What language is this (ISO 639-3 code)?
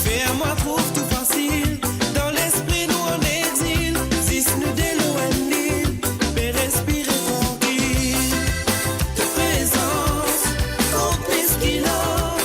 mfe